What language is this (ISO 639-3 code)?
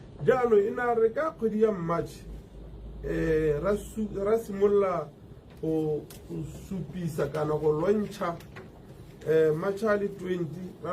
tsn